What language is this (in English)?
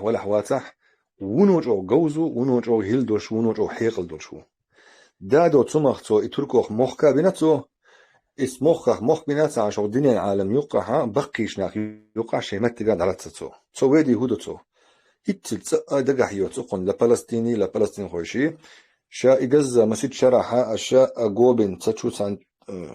Chechen